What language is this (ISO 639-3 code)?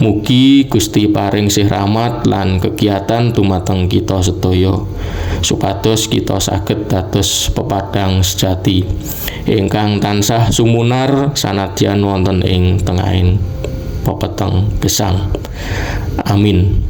jav